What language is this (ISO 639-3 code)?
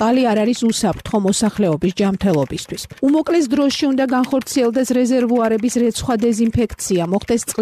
kat